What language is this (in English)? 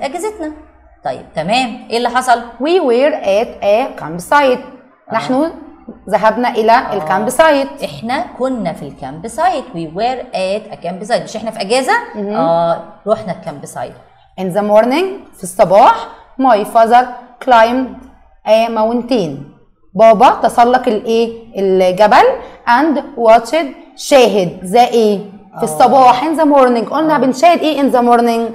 Egyptian Arabic